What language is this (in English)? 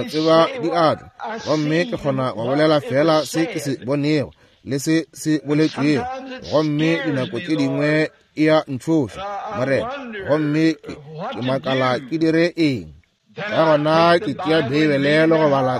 Northern Sotho